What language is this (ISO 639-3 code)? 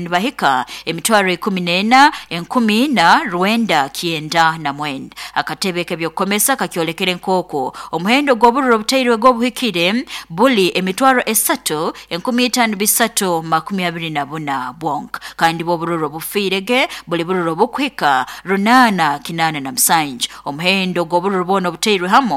nyo